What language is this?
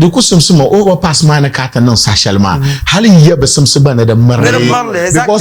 Dagbani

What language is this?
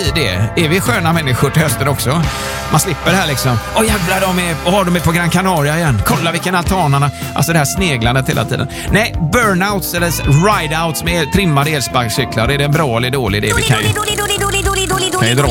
Swedish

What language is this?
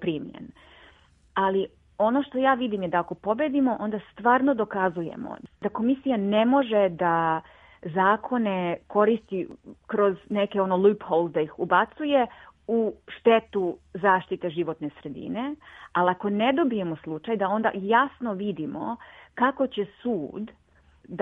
Serbian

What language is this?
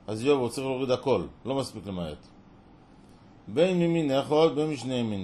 Hebrew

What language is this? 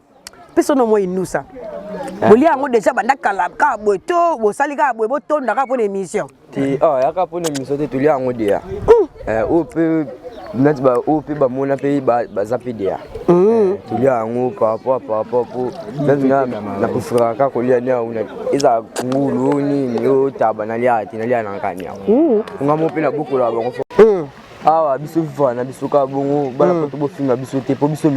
Lingala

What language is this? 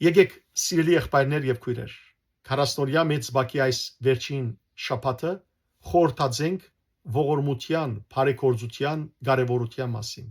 Western Armenian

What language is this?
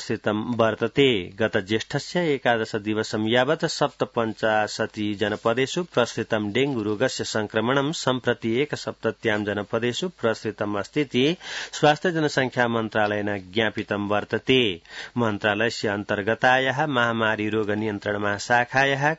Sanskrit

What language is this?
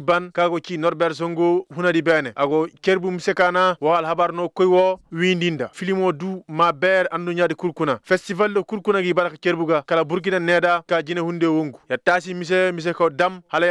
Koyraboro Senni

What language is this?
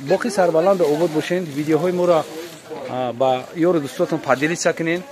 Tajik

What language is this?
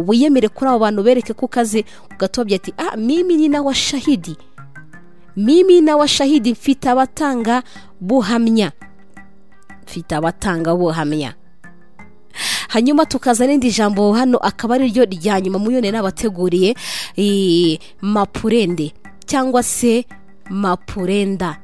Kinyarwanda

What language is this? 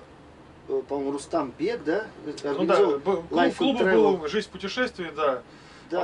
Russian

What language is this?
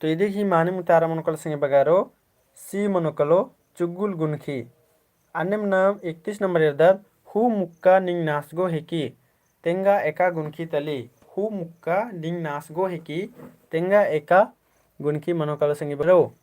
Kurukh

